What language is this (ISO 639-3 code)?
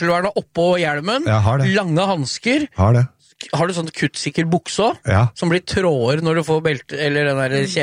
nor